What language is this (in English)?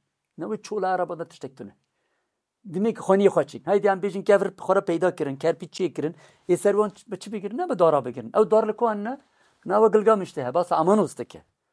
Kurdish